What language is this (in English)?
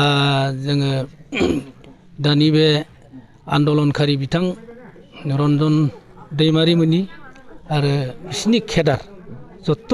Bodo